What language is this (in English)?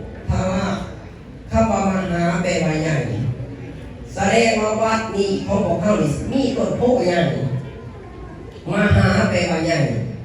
Lao